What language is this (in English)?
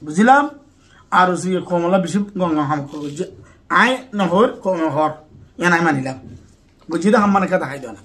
Rohingya